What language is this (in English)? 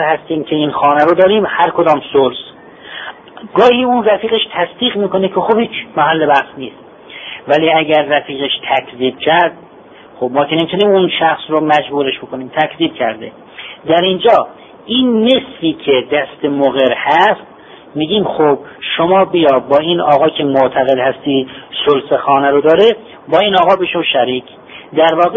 Persian